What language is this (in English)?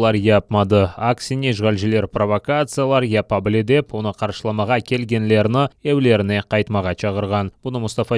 Crimean Tatar